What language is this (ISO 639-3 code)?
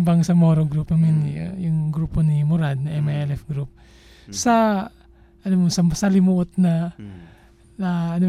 fil